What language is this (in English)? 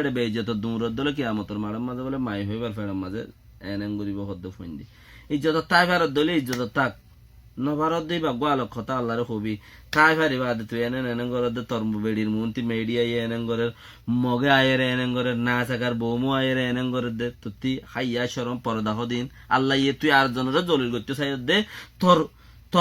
Rohingya